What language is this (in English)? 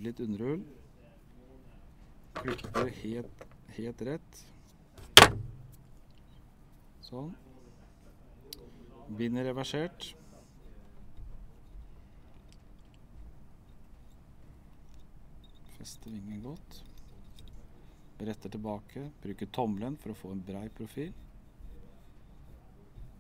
Norwegian